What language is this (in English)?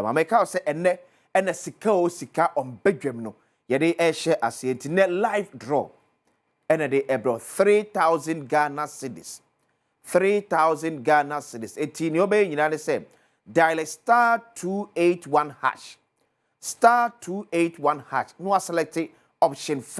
Akan